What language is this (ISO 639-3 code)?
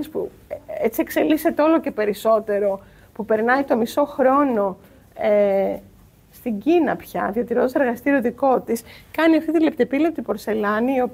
ell